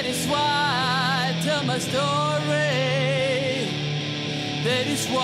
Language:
Icelandic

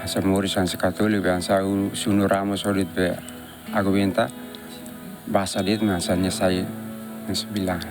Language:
Tetum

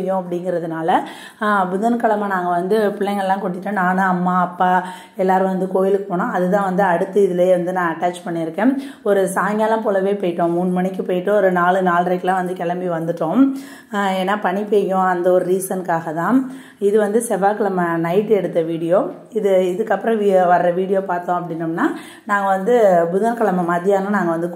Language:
Tamil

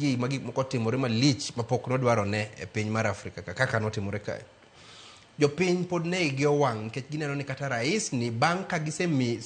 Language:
Luo (Kenya and Tanzania)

